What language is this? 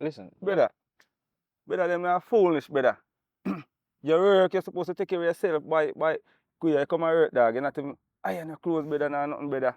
Jamaican Creole English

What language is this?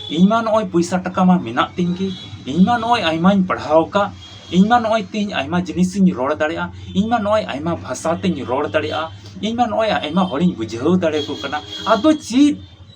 Santali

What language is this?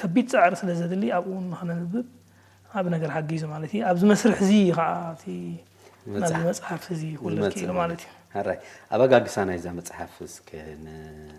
Tigrinya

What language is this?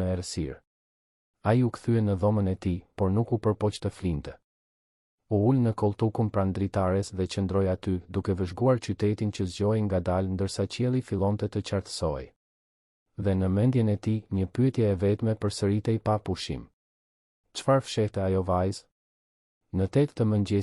Albanian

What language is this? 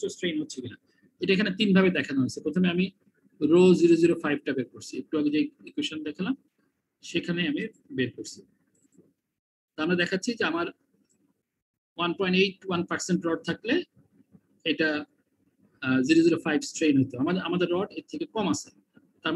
Bangla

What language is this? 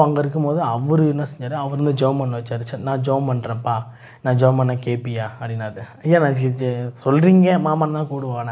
Tamil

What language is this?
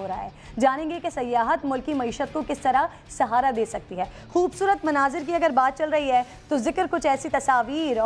Urdu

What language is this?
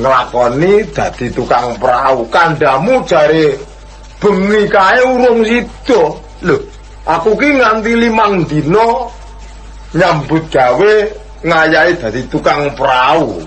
Javanese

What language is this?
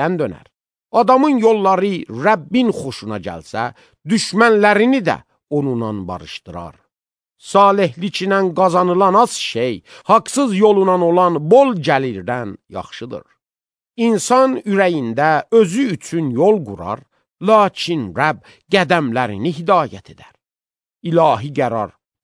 Azerbaijani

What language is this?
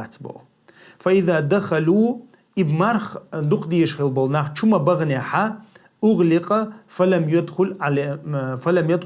Chechen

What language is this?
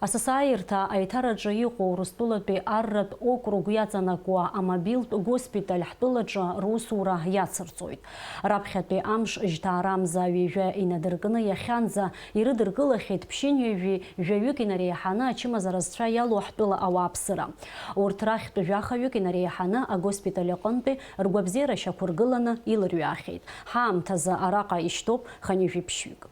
Abkhazian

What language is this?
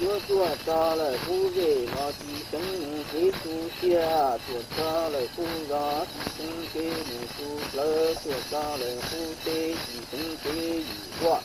Hmong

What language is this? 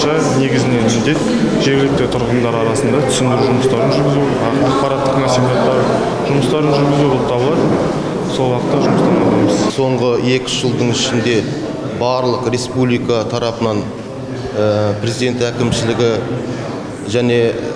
Kazakh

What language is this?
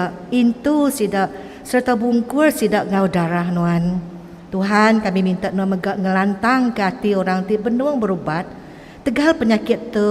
Iban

